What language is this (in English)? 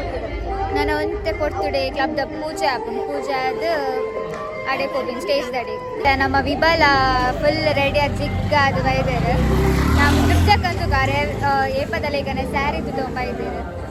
Tulu